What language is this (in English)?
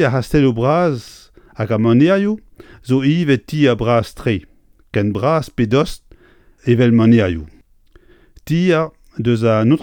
Breton